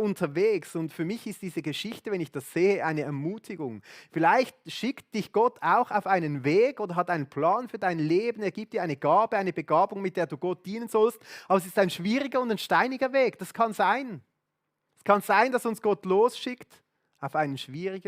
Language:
Swiss German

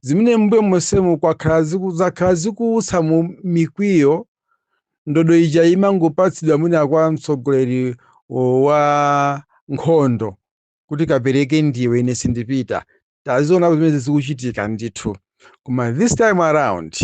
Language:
Nyanja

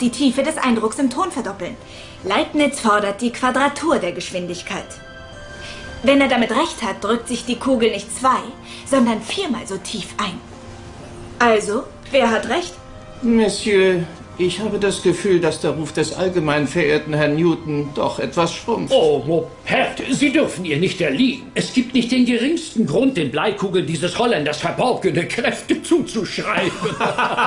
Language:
German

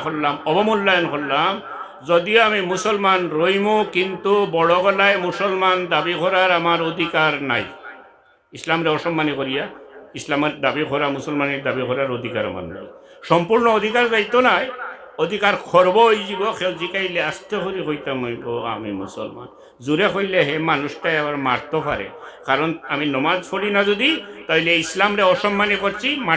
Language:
Sylheti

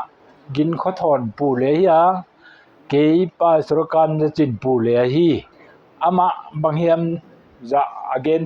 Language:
Paite Chin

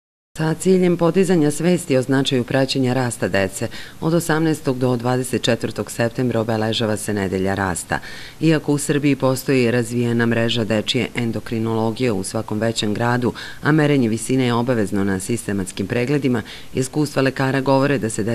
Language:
Serbian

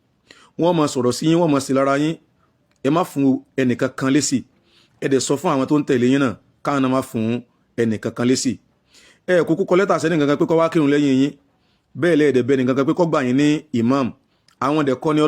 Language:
Yoruba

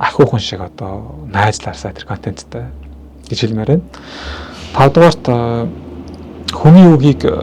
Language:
Mongolian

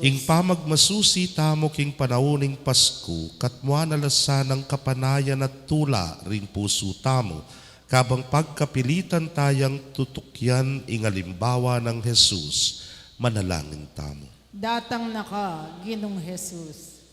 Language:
Pampanga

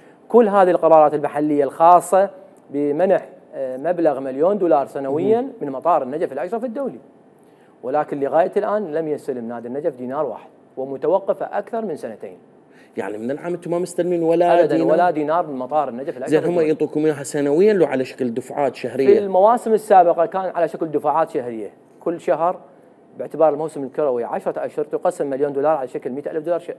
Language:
Mesopotamian Arabic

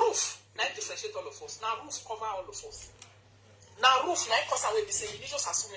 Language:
Nigerian Pidgin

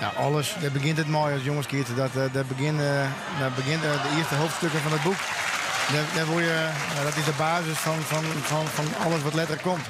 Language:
Western Frisian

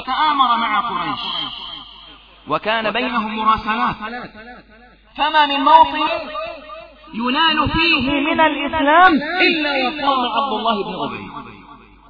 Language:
Arabic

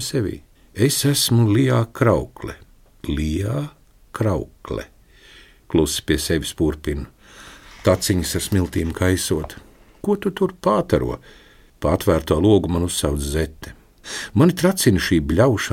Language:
Latvian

